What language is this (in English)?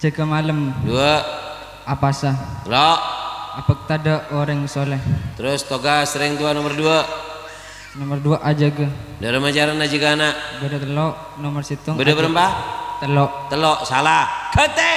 Madurese